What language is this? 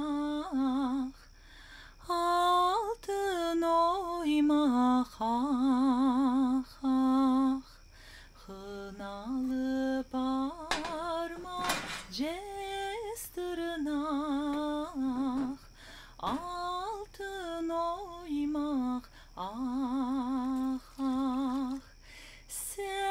Crimean Tatar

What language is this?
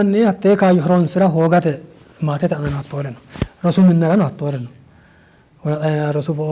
Sidamo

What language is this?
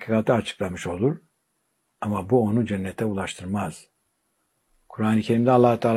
Turkish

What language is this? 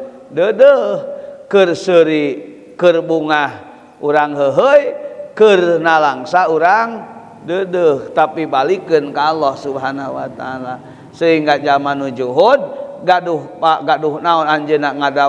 Sundanese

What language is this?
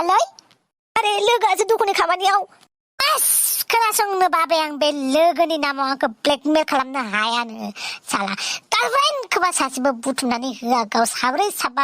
Bodo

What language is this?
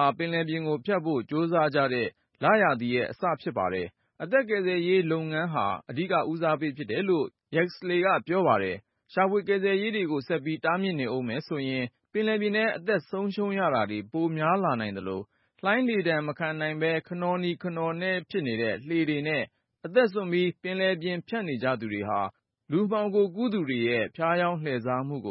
Burmese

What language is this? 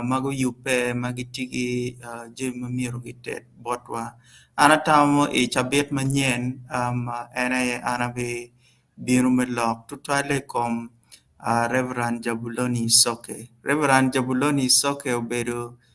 Acoli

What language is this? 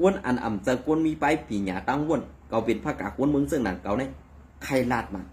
Shan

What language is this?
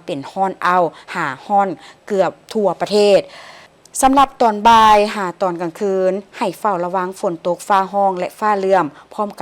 Lao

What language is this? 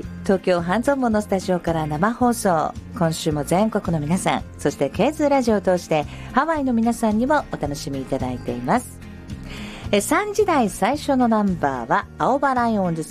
Japanese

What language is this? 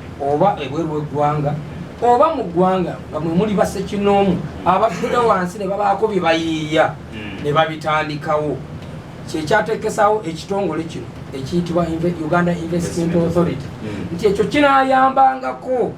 Ganda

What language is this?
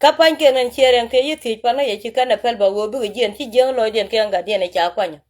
Nuer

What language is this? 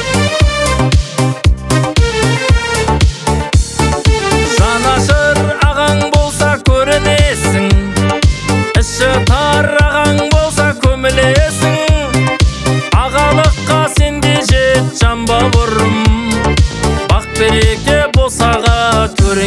Kazakh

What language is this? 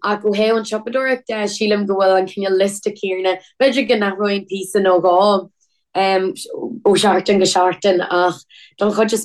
Irish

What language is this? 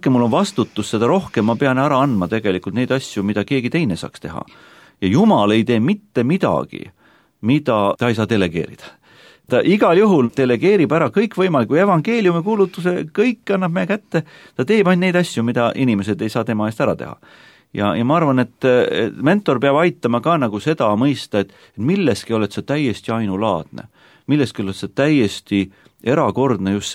Estonian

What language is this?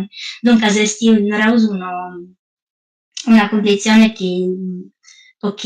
Sardinian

